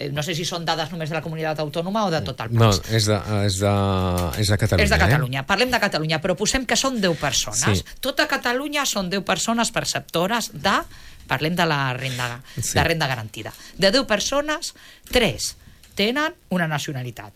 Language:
Catalan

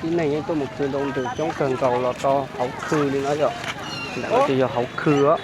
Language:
Hmong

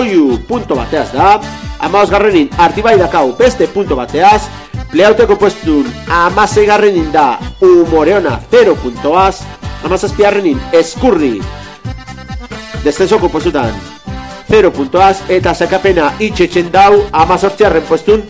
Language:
Basque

